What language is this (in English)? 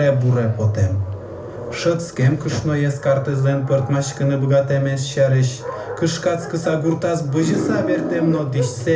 Udmurt